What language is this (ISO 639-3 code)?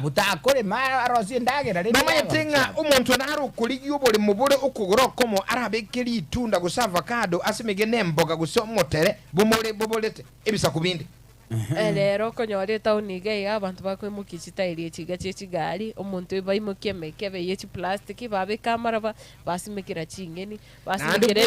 guz